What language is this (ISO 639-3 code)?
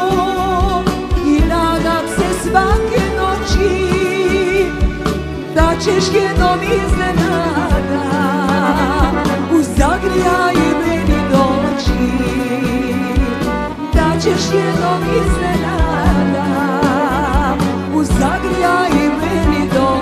hrv